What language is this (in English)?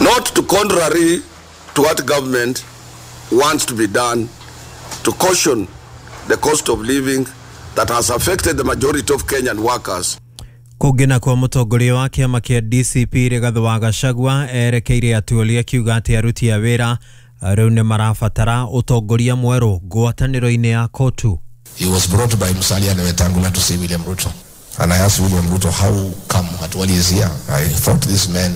Kikuyu